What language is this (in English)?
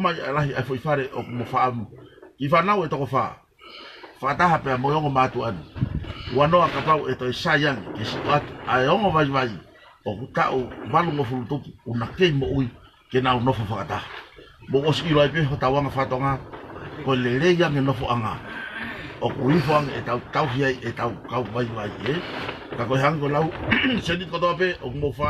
Tongan